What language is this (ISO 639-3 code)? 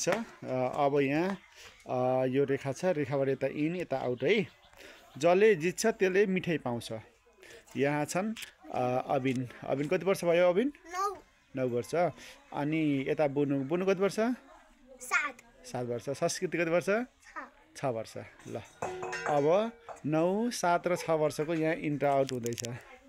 nep